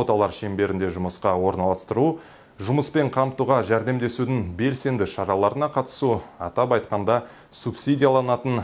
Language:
Kazakh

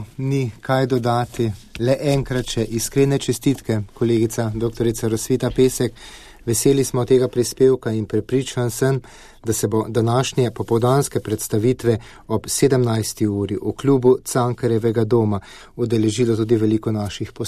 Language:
Slovenian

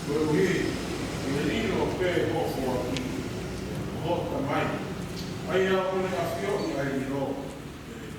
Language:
Tongan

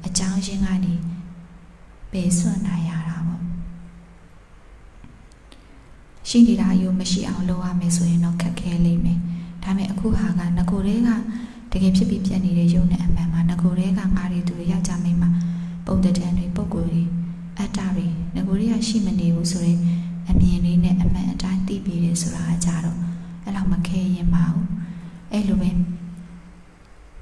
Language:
Burmese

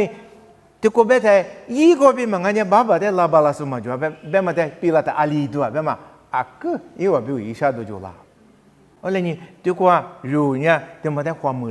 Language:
Lisu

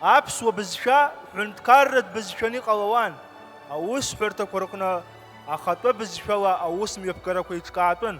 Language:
Abkhazian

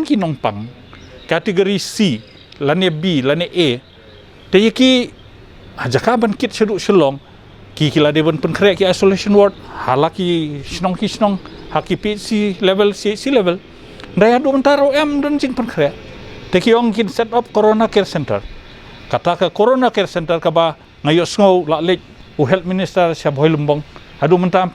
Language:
Khasi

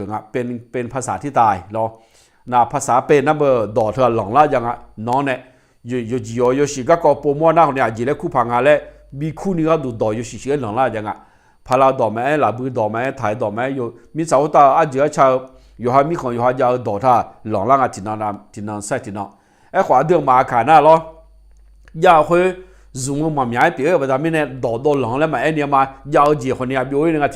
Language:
Akha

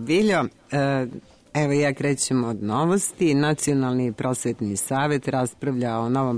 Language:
Serbian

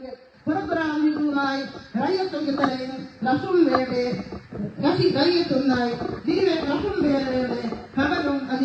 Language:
Divehi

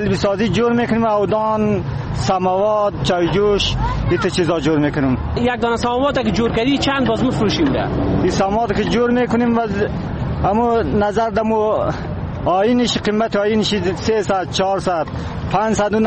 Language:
Persian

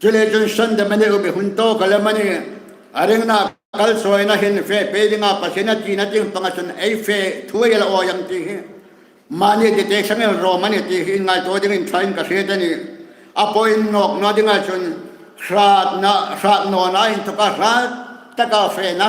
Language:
Hmar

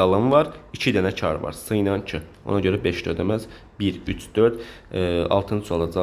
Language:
Azerbaijani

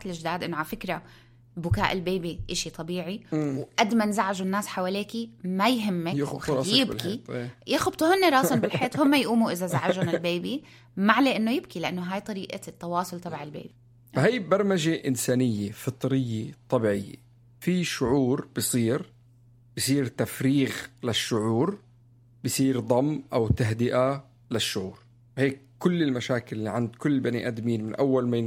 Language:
North Levantine Arabic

